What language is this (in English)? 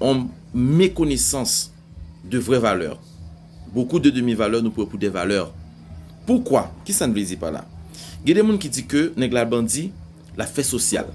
Haitian Creole